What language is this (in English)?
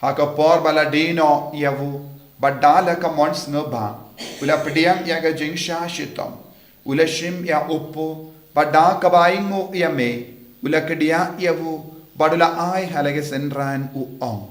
Khasi